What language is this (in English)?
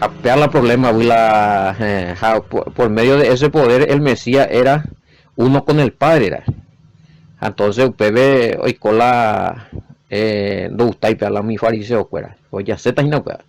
Guarani